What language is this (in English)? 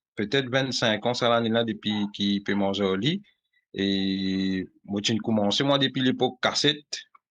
Morisyen